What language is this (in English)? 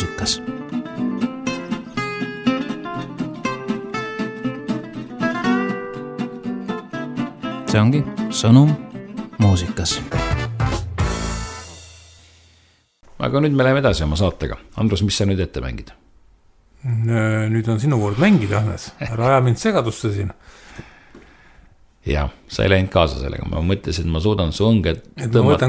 Estonian